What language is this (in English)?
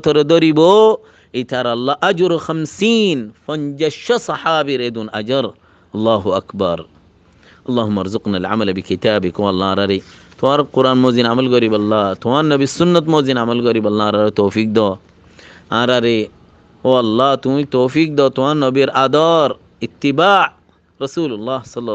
Rohingya